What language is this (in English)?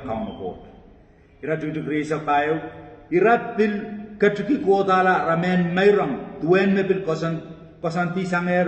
Pohnpeian